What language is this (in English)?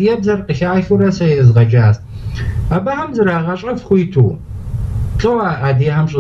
Kabardian